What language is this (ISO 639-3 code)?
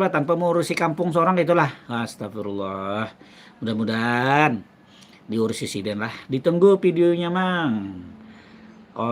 bjn